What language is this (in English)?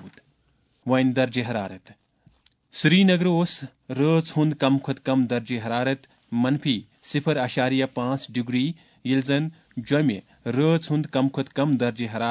Kashmiri